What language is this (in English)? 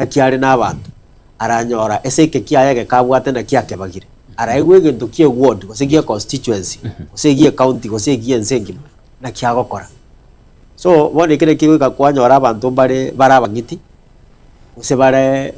Gusii